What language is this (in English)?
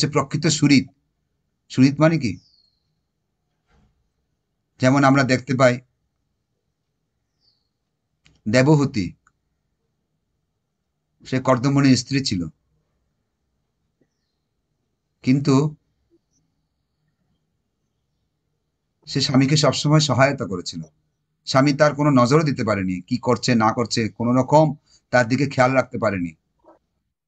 Bangla